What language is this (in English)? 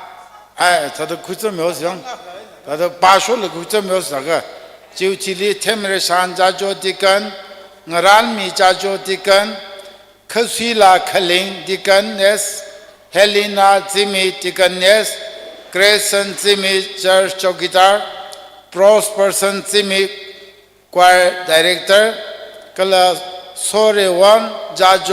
Tangkhul Naga (India)